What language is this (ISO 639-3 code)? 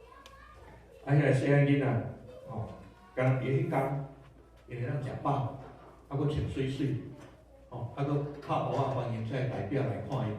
nan